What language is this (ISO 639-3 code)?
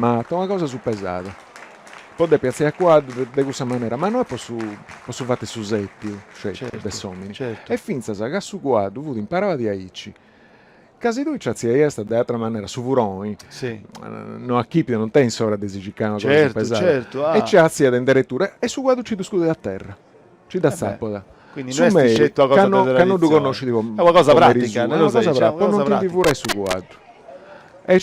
srd